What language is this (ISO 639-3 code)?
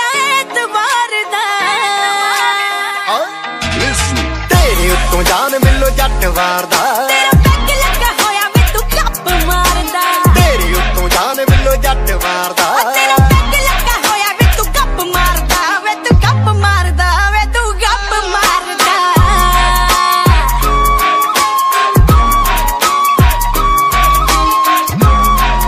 pan